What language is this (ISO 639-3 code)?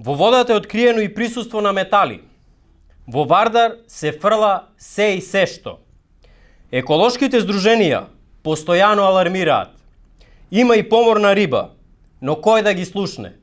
mkd